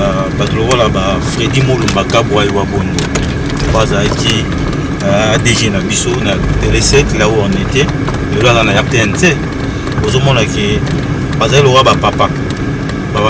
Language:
Lingala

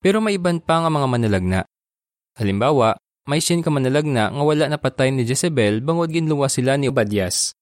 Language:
Hiligaynon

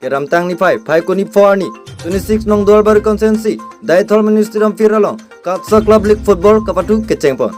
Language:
Karbi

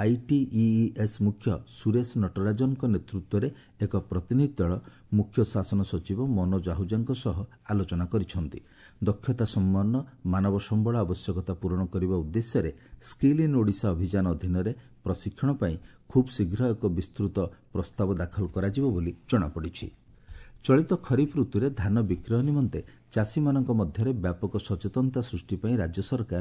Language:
Odia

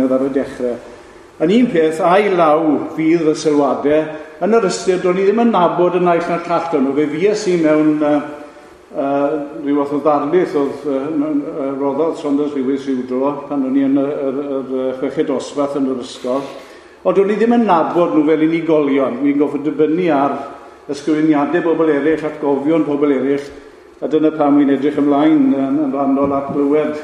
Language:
Welsh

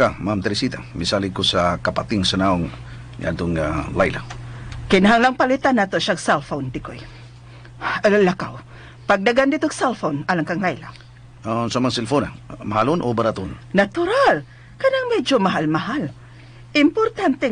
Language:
Cebuano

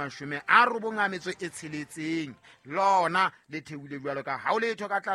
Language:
Southern Sotho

